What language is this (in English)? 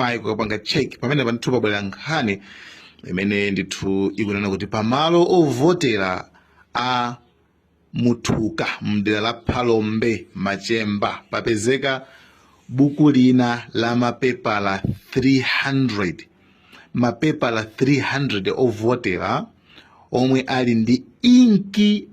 Nyanja